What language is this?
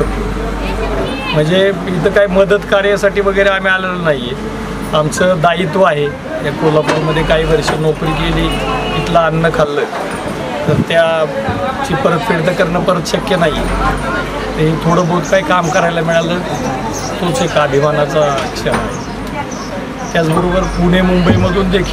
Marathi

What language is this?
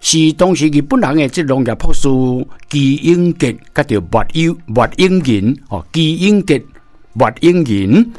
Min Nan Chinese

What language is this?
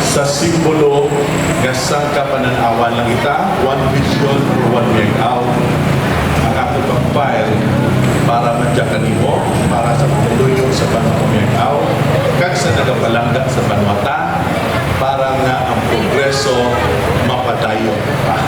Hiligaynon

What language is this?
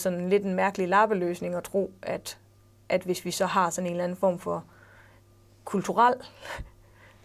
Danish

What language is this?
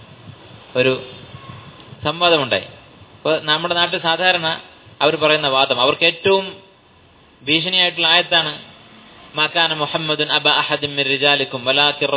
Malayalam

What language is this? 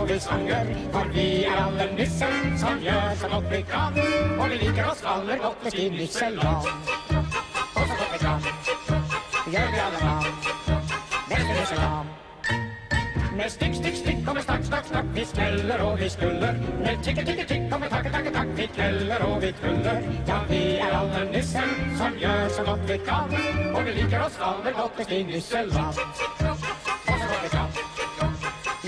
Norwegian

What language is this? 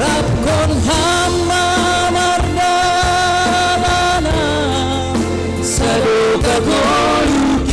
Batak Simalungun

